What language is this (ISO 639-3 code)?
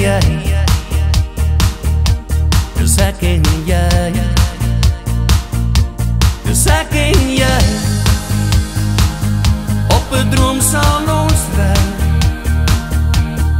afr